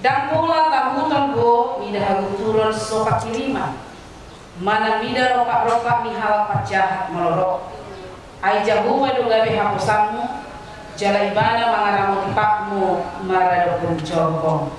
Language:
Batak Toba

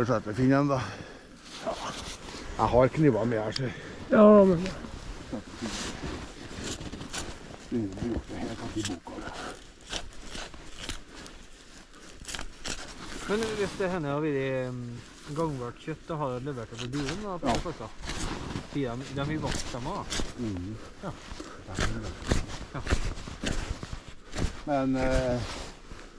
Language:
Norwegian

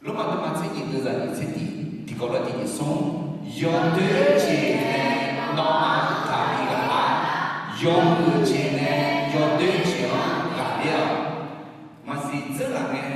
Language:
Akha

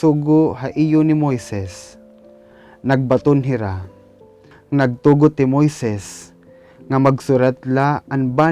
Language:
Waray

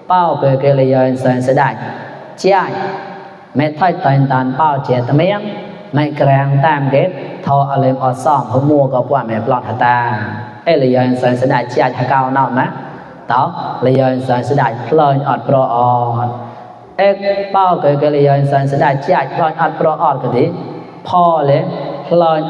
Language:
Mon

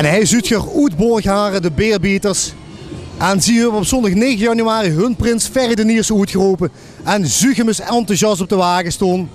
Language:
Limburgish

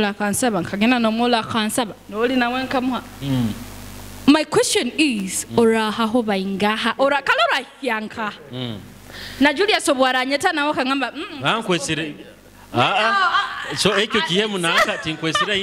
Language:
Nyoro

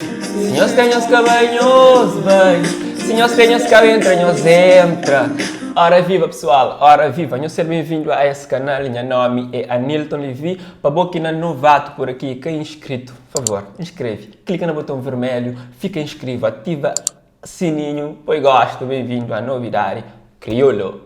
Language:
Kabuverdianu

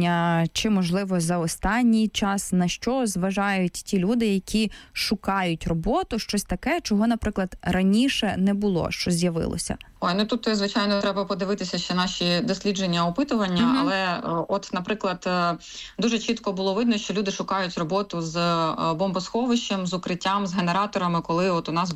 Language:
Ukrainian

